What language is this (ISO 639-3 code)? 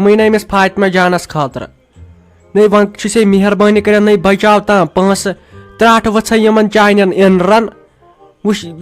kas